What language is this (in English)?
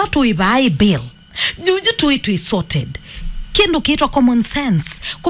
Kamba